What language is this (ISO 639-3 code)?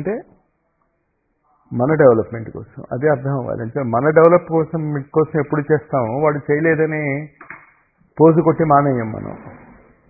tel